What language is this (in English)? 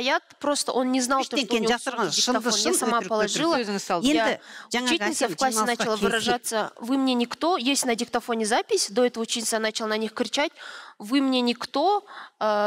Kazakh